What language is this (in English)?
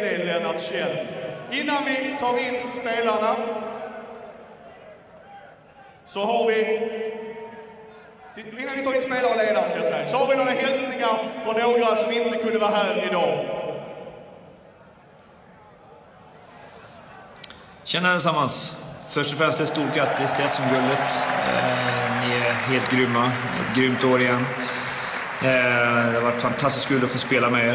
Swedish